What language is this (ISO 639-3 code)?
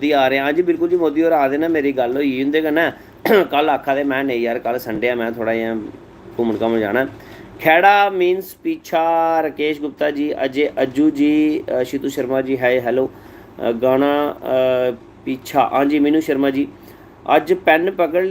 doi